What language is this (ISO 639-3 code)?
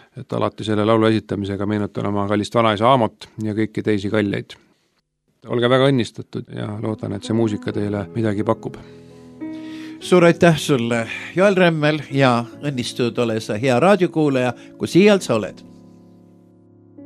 est